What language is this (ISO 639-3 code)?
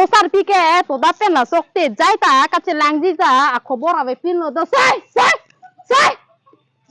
mjw